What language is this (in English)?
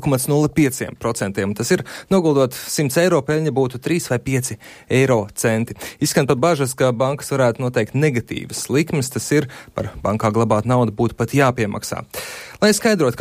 Latvian